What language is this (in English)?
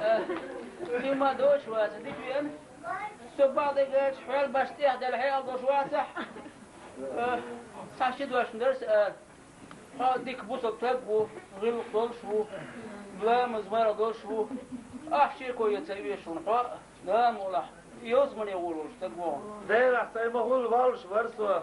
Chechen